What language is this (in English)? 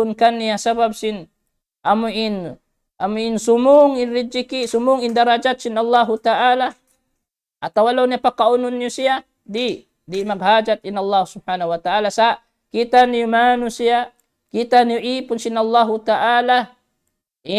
Tausug